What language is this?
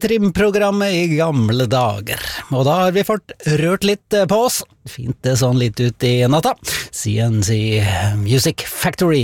Norwegian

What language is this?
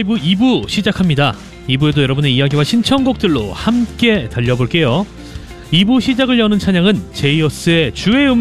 Korean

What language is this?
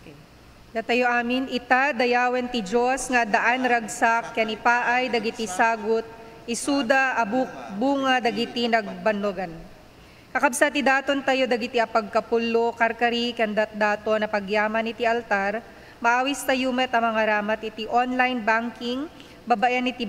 Iloko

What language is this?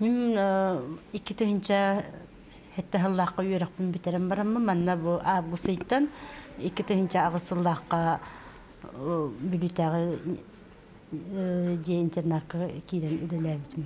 Yakut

